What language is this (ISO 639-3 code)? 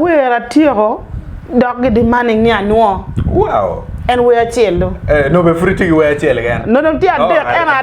ach